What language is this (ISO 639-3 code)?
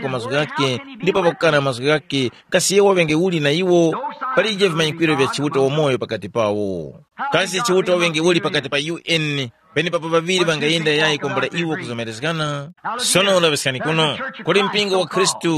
tum